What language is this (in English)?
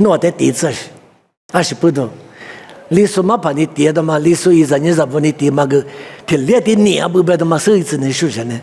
Lisu